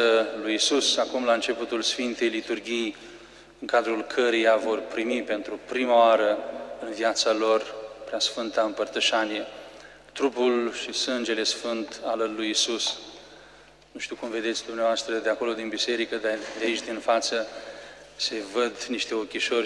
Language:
Romanian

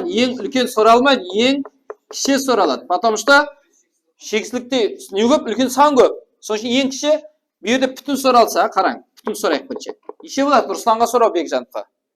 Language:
Kara-Kalpak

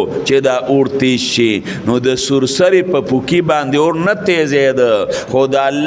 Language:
Pashto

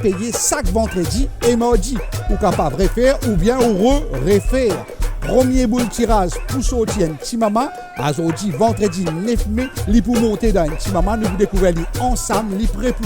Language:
Morisyen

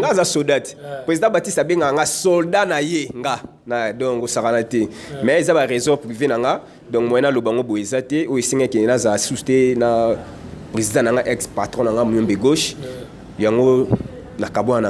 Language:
Lingala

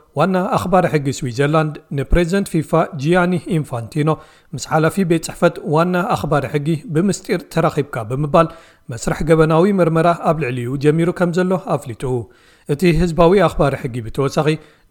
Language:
Tigrinya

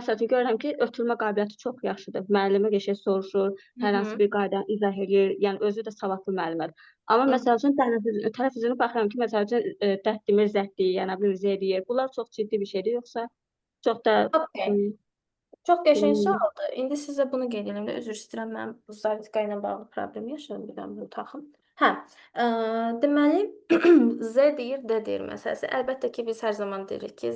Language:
Azerbaijani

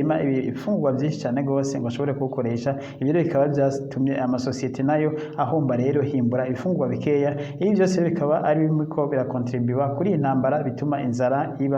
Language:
Rundi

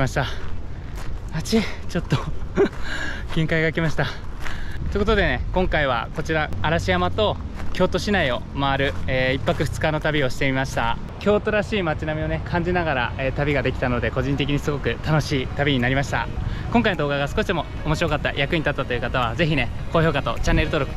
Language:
Japanese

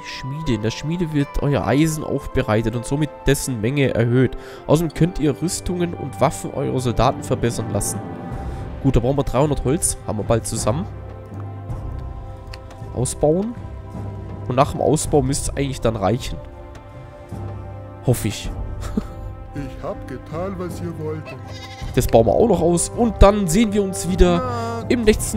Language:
German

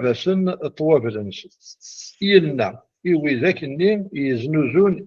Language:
Kabyle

